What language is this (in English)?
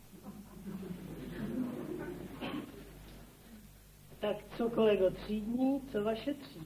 Czech